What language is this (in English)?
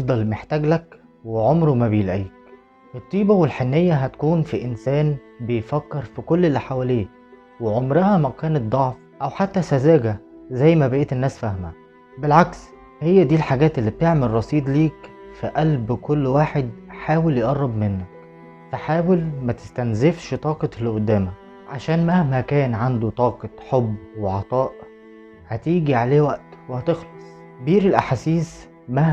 Egyptian Arabic